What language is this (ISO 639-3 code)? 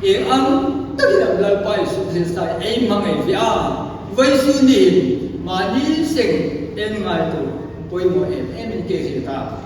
hmr